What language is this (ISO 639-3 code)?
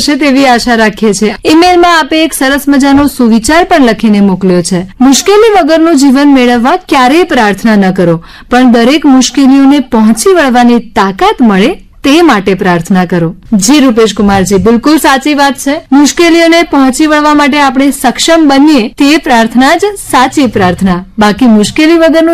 guj